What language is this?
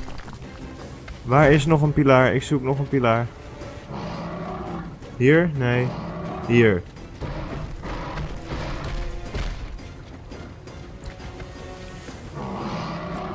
Dutch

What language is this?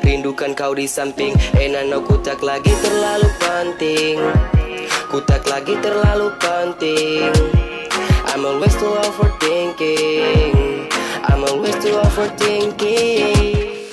Manado Malay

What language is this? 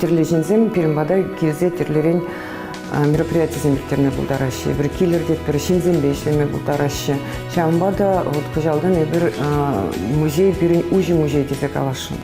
Chuvash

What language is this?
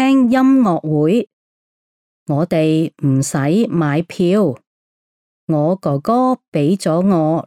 Cantonese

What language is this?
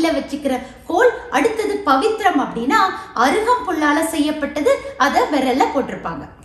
Tamil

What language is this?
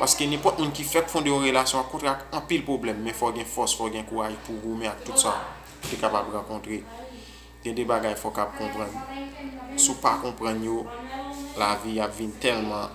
Haitian Creole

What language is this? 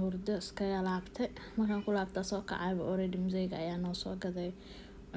Somali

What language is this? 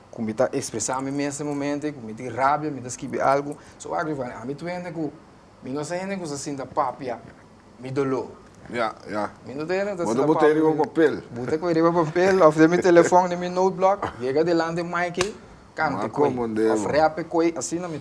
Papiamento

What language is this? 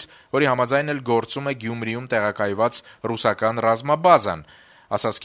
Armenian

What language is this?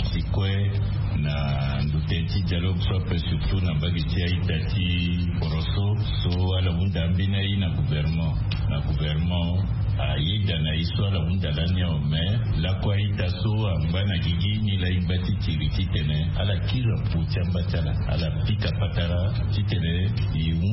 Sango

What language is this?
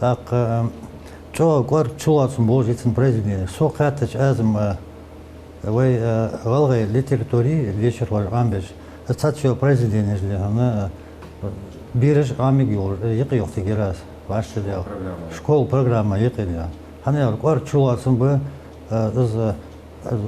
Ingush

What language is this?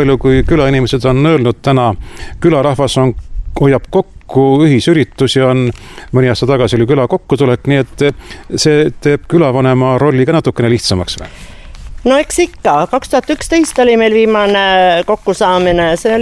Estonian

